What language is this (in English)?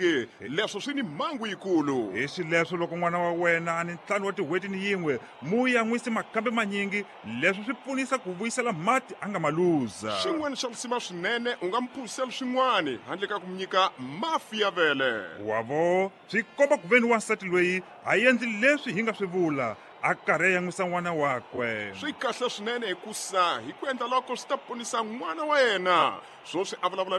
Tsonga